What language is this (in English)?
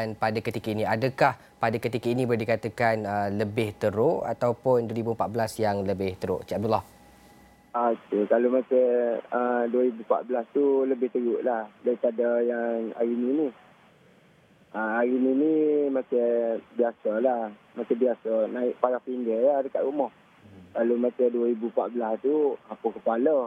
Malay